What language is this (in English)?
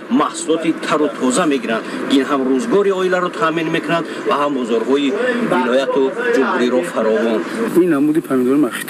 Tajik